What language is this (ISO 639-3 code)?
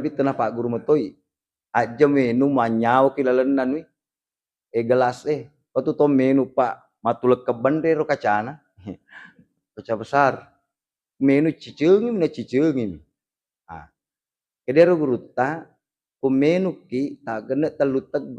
bug